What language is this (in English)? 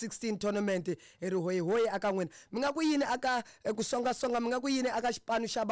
Tsonga